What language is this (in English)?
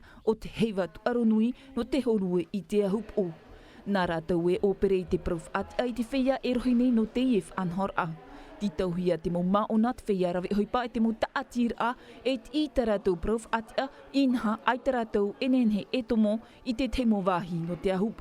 Tahitian